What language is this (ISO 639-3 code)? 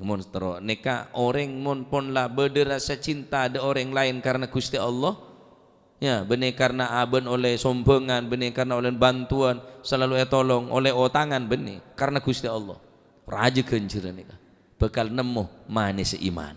mad